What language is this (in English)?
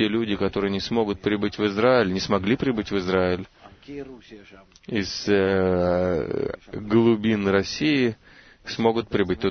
Russian